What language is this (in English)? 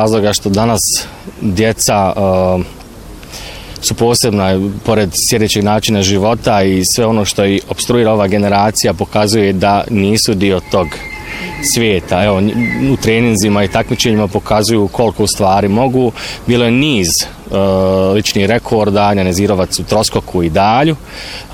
Bosnian